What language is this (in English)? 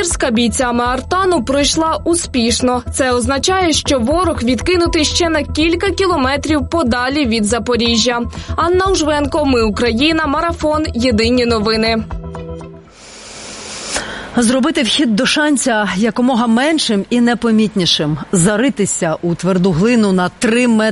Ukrainian